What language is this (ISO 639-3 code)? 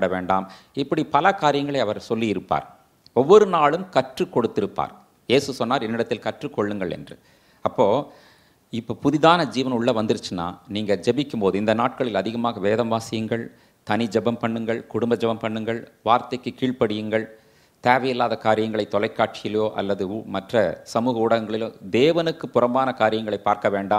tam